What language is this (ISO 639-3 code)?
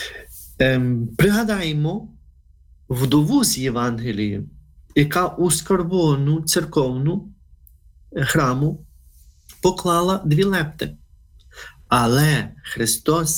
ukr